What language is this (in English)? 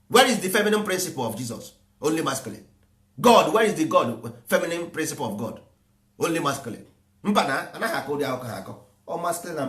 Igbo